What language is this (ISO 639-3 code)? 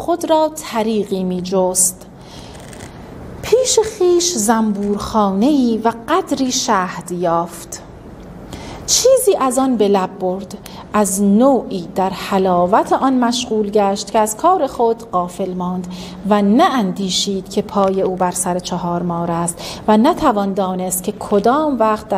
fas